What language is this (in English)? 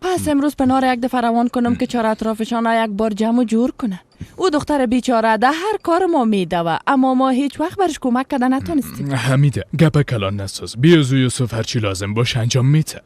Persian